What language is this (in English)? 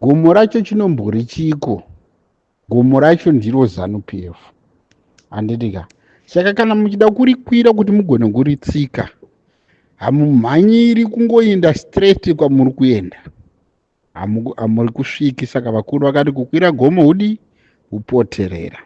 Shona